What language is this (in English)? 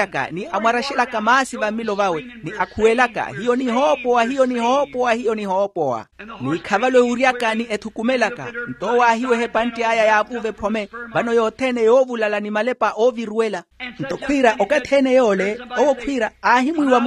Makhuwa